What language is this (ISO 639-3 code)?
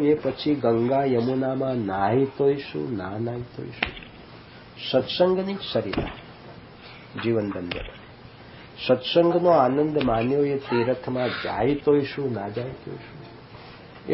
guj